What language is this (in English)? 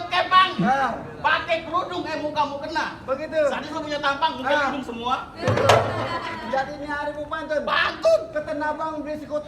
Betawi